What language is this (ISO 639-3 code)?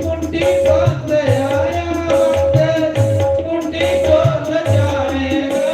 doi